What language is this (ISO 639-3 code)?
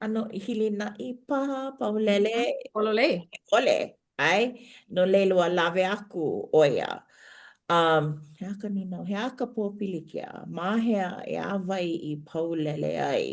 haw